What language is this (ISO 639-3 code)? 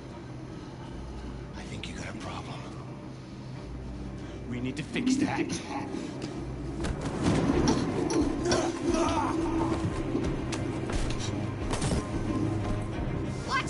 eng